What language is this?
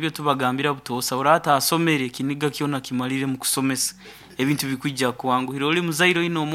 Nyoro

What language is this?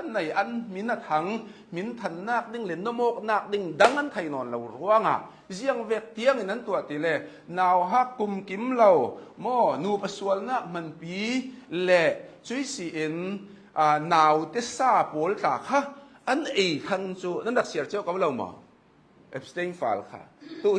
Hakha Chin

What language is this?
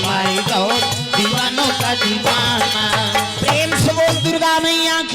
Chhattisgarhi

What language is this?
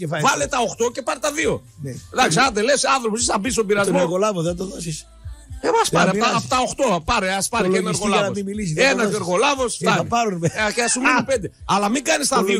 Greek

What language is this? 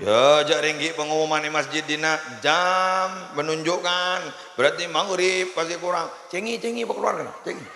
Madurese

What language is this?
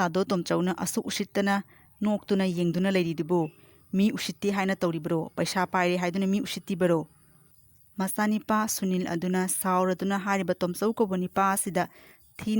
Manipuri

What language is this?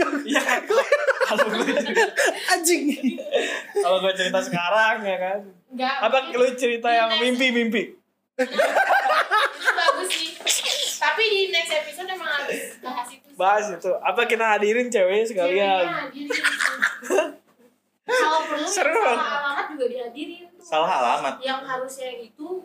Indonesian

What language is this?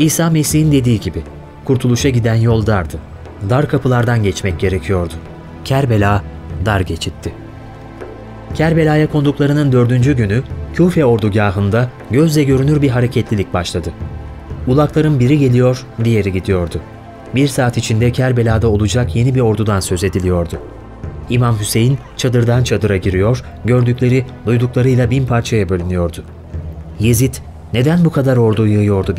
Turkish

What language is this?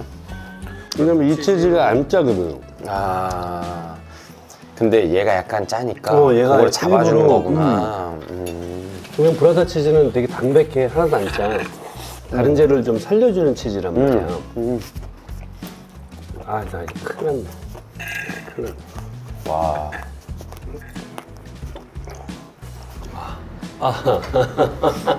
Korean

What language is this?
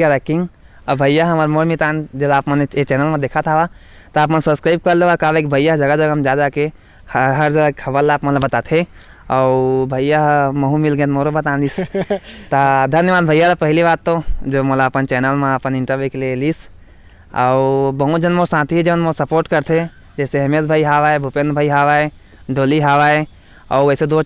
Chhattisgarhi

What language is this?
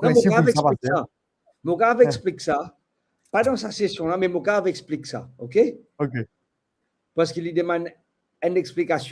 Morisyen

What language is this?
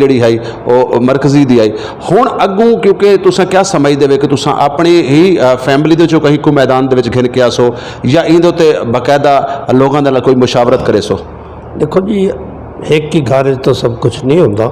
Saraiki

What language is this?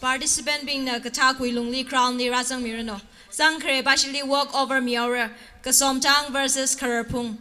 Tangkhul Naga (India)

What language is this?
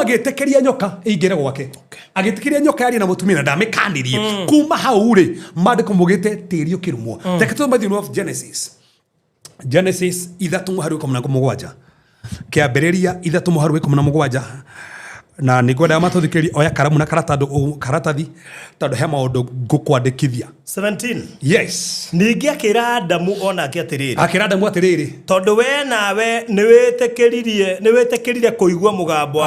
Kikuyu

